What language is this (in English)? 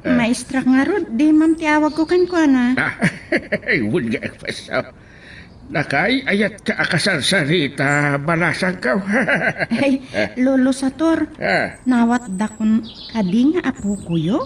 Iloko